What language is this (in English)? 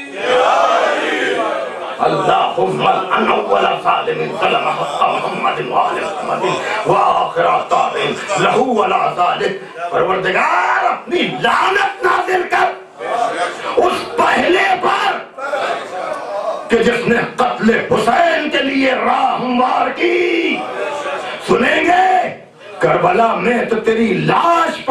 Urdu